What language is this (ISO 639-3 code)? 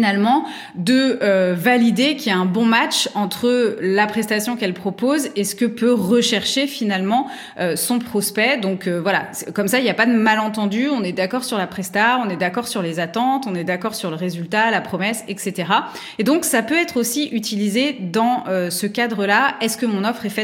fra